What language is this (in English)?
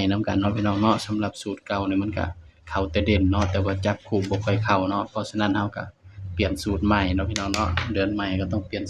Northeastern Thai